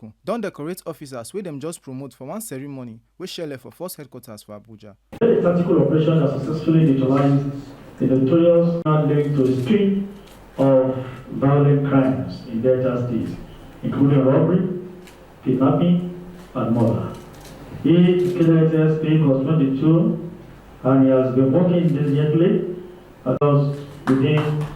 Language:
Nigerian Pidgin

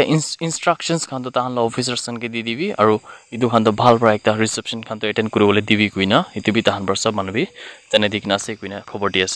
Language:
Naga Pidgin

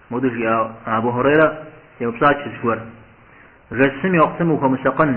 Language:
Kabardian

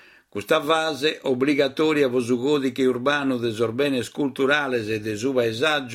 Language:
Sardinian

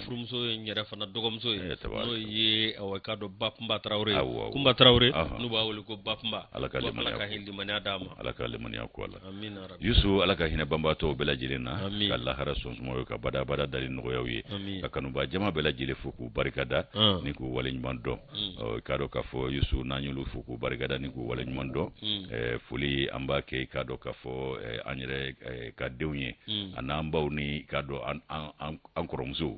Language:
Bambara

